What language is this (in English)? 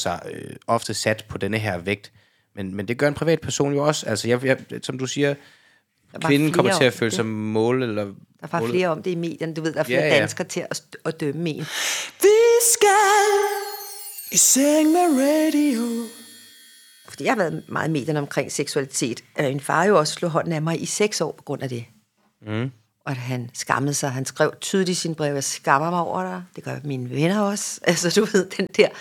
Danish